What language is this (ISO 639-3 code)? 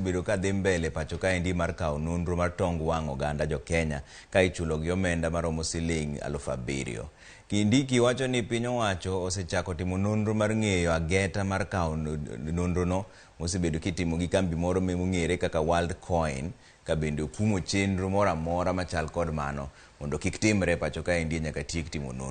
luo